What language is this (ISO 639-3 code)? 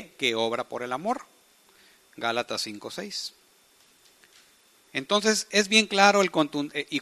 spa